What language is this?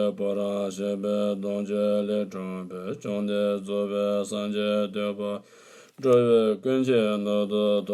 Tibetan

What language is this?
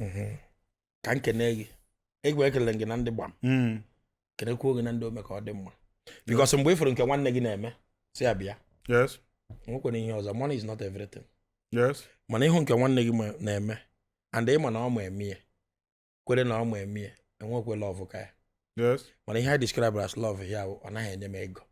Igbo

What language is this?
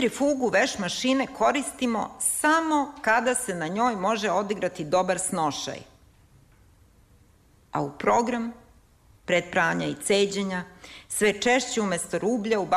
Serbian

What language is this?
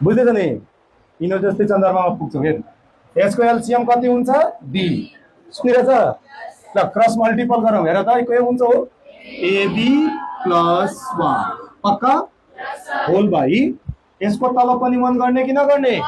Nepali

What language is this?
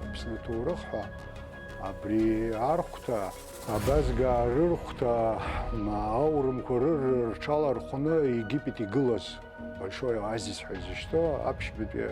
Abkhazian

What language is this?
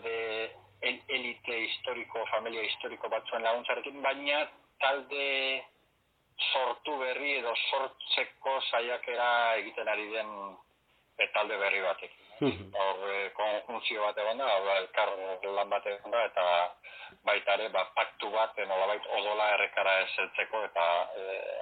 Basque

